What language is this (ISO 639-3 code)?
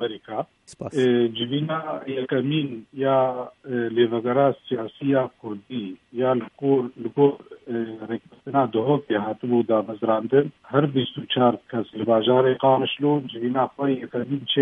kur